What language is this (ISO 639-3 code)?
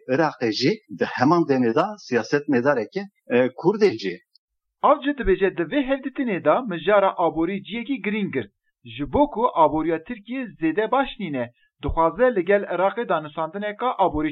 kur